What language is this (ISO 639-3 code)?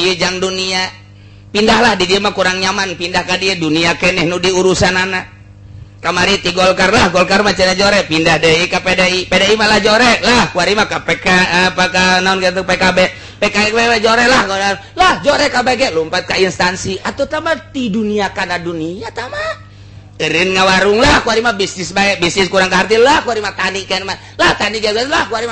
sun